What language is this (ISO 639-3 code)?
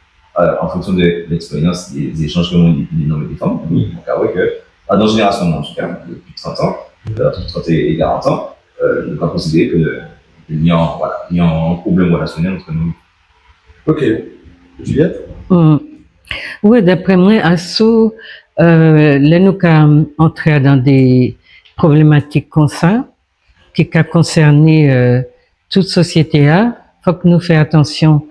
gcf